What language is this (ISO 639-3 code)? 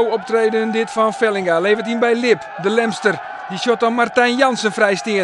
fry